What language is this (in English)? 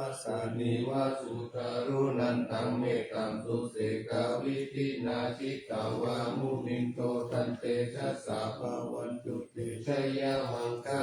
Pali